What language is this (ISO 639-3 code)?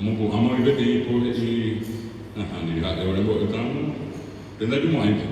grn